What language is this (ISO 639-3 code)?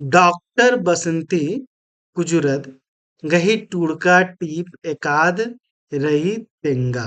kru